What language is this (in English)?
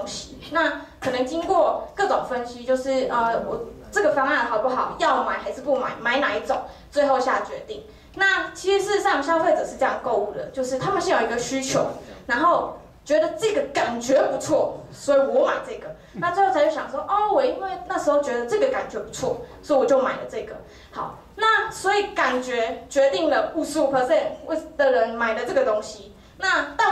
Chinese